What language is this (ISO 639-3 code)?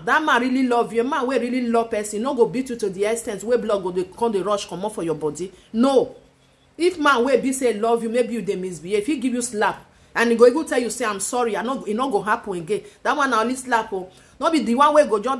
pcm